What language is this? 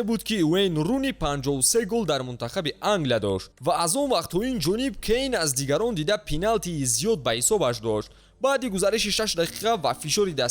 Tajik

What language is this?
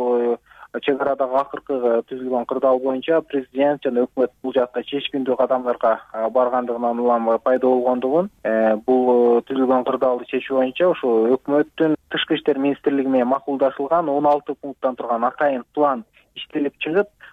Kyrgyz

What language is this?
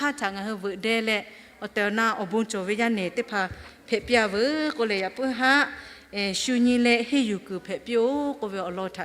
Lahu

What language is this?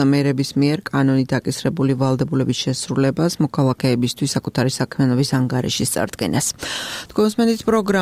Georgian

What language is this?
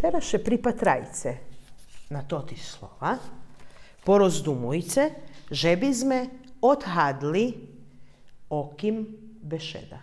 Rusyn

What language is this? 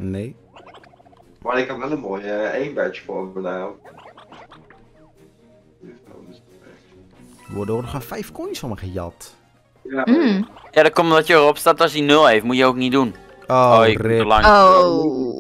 Dutch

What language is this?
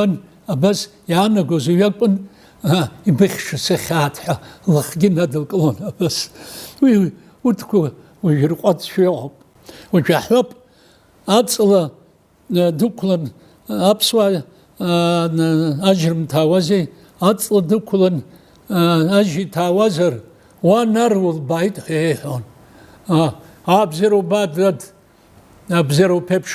Abkhazian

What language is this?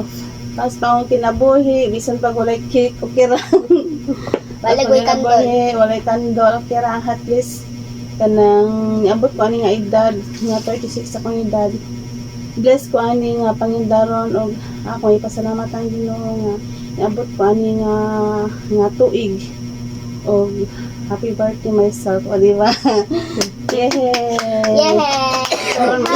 Cebuano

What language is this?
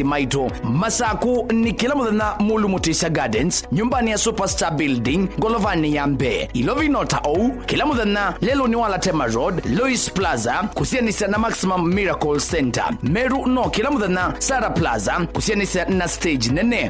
Kamba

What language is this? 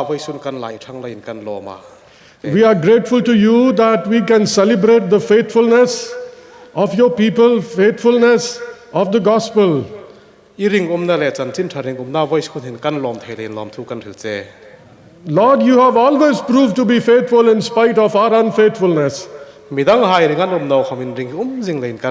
Hmar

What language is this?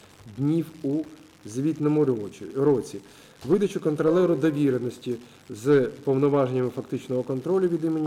Ukrainian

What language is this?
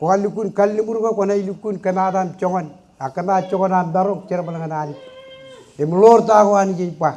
Marshallese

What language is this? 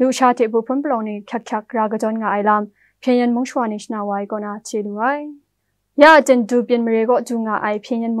Kachin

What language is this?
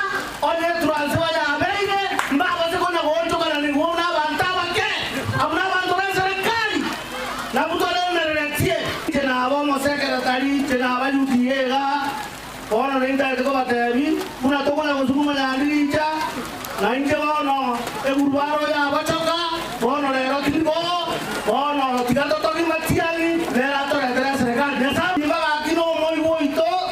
Gusii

